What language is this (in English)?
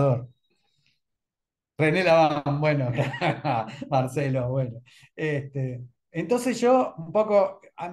Spanish